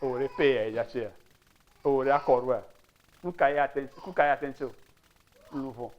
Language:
Ewe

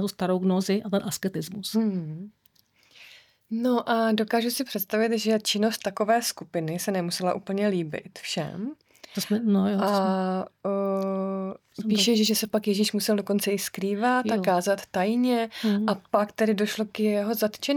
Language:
Czech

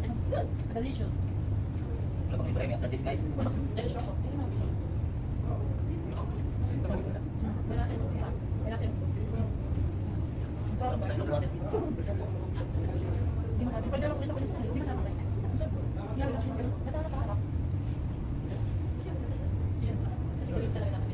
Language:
Filipino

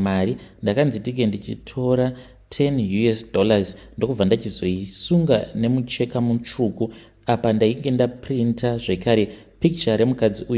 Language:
Shona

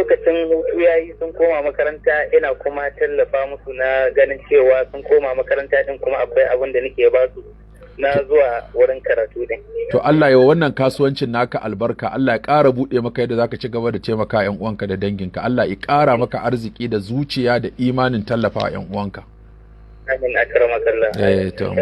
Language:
Hausa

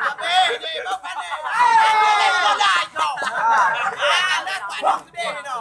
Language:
Achinese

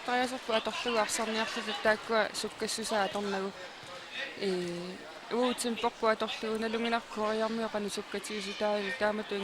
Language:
Kalaallisut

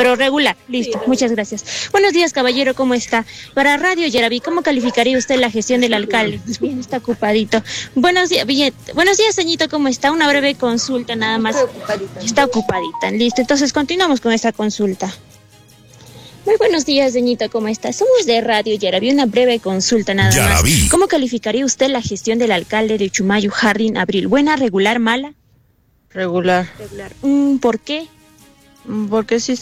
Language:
Spanish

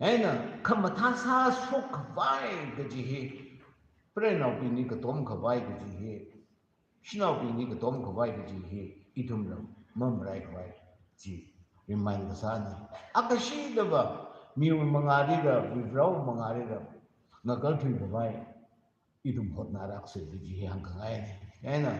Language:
Tangkhul Naga (India)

